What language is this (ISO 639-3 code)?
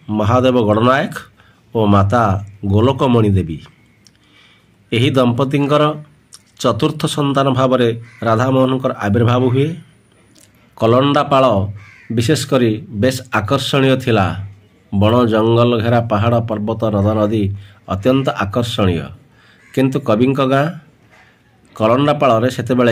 ori